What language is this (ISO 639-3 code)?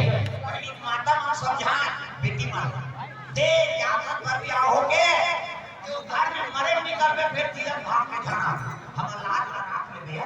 hne